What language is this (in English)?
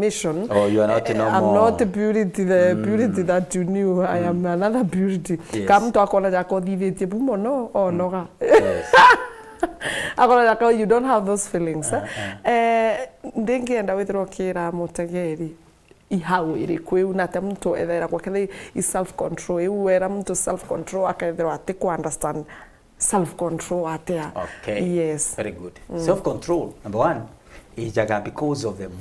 Meru